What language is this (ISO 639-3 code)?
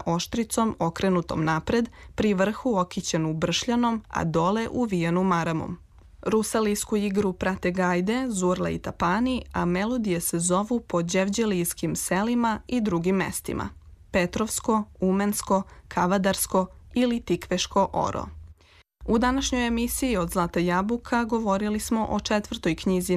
srp